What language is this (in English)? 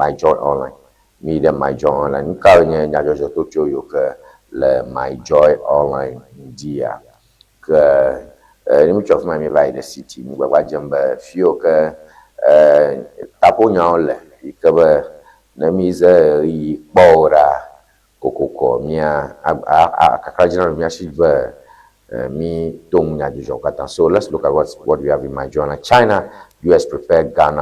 Ewe